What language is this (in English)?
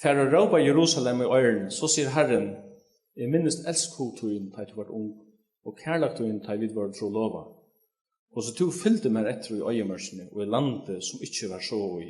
Faroese